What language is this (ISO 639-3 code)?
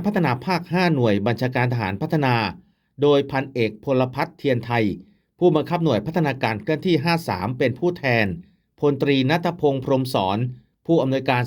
lao